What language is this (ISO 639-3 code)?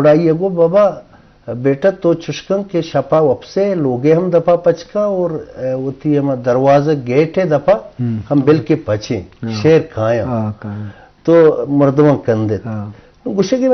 bgp